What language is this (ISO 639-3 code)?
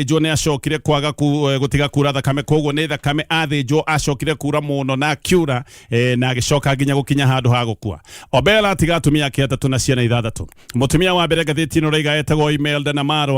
kik